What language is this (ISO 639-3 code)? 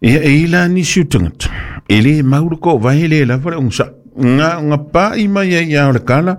smo